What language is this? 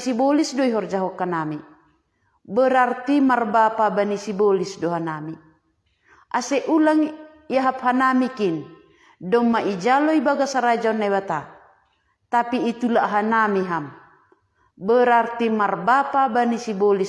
Batak Simalungun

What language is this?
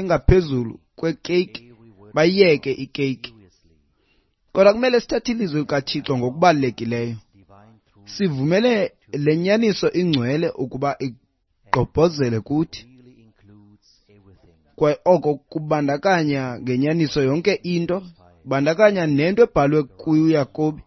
Xhosa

